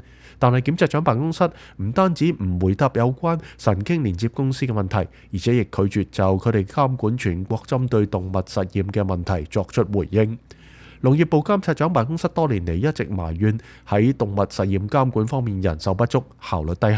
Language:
Cantonese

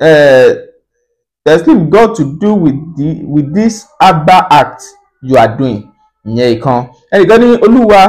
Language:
Yoruba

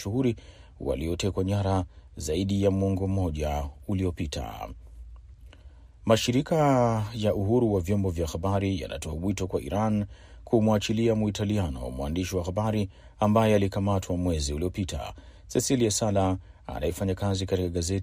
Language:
Swahili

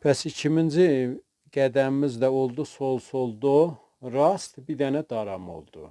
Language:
South Azerbaijani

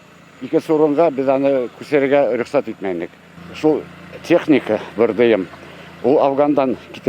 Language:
Bashkir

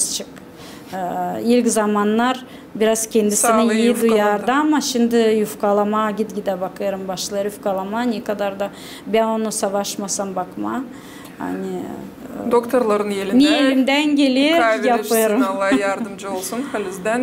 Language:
Gagauz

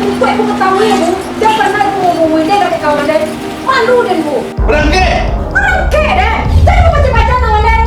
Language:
Minangkabau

